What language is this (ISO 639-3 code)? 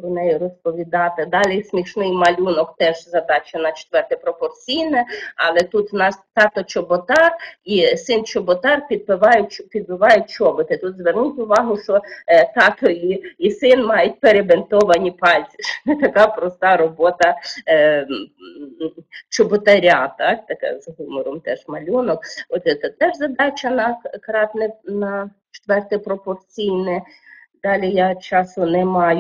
ukr